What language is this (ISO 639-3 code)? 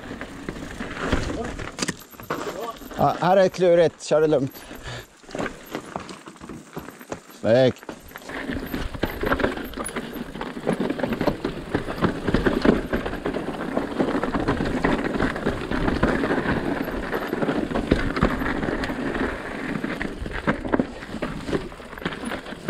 swe